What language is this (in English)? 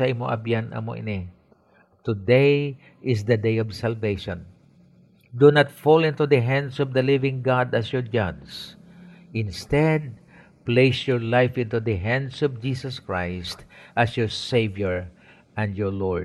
Hiligaynon